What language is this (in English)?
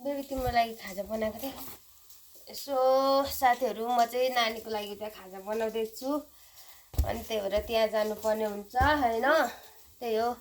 Nepali